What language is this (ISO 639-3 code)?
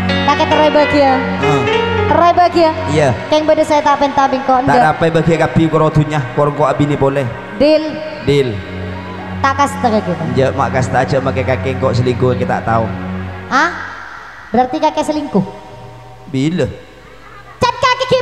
mad